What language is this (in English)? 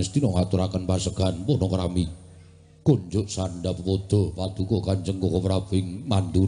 Javanese